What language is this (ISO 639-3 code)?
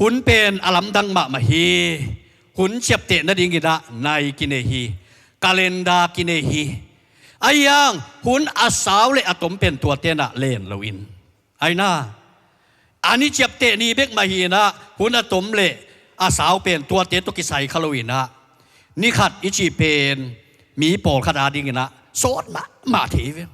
ctd